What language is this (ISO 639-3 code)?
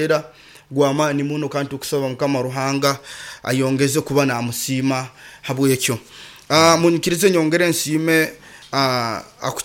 nyo